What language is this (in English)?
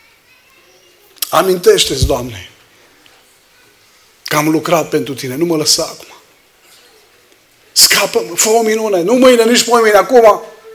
Romanian